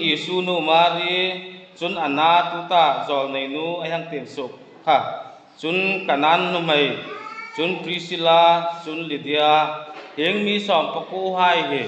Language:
Hmar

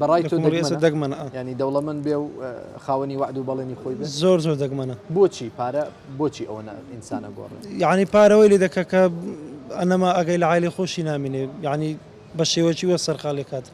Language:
Central Kurdish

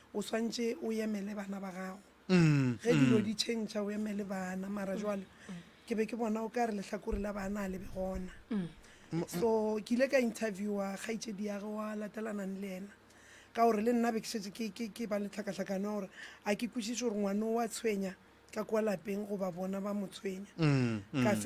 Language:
Northern Sotho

